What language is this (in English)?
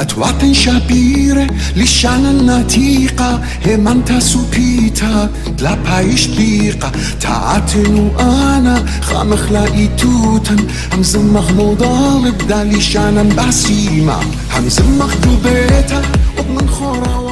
Assyrian Neo-Aramaic